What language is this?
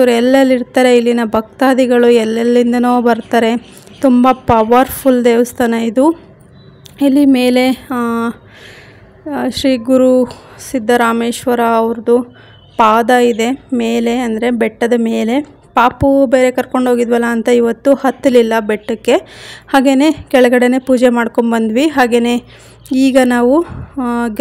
Kannada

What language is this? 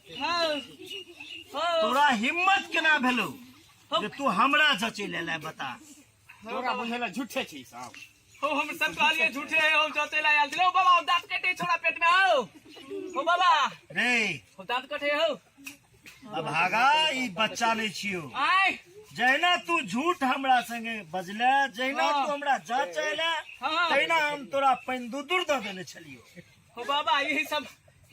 Maithili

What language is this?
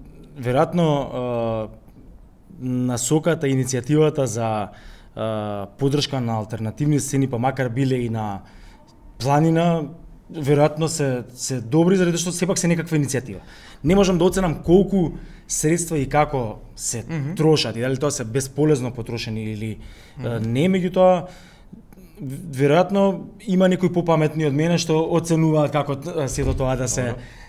Macedonian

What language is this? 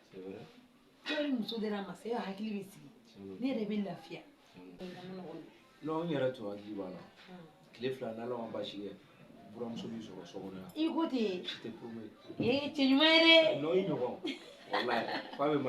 Bambara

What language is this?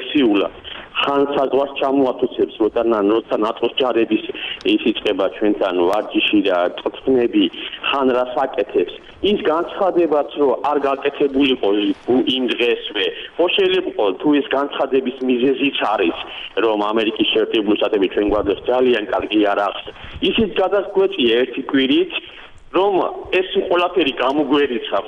Georgian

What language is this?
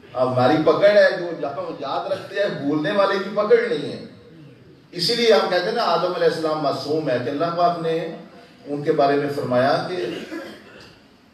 Urdu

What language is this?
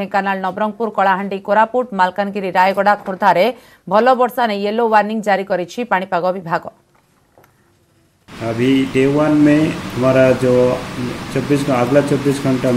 Odia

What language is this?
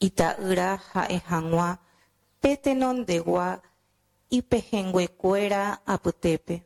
Guarani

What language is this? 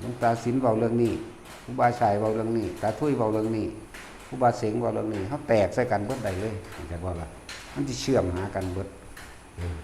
Northeastern Thai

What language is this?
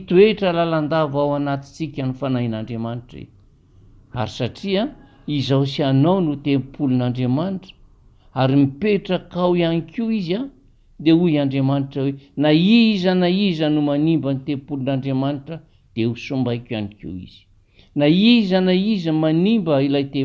Malagasy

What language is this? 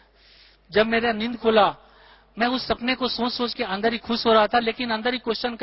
Hindi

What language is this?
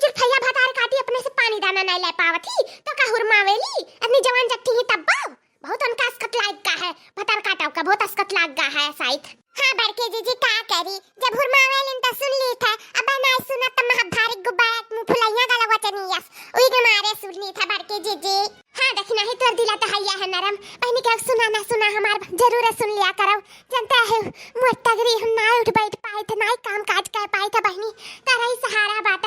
Awadhi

